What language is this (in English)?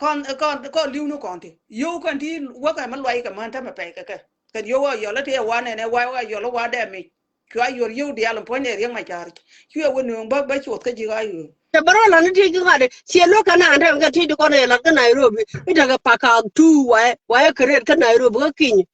Nuer